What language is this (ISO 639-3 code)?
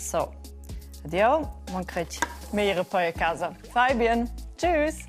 roh